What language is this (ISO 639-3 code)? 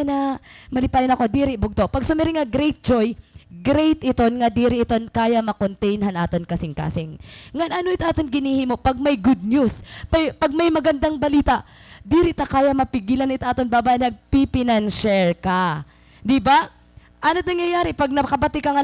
war